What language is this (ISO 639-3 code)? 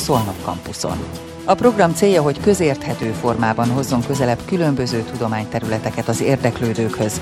hun